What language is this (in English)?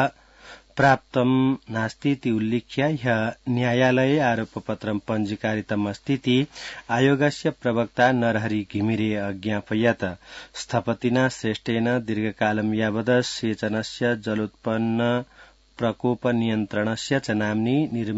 Sanskrit